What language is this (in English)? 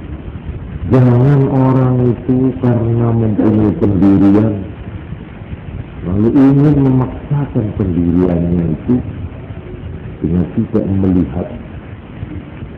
Indonesian